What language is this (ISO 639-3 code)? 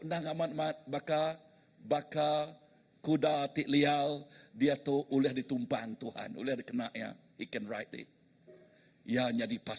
iba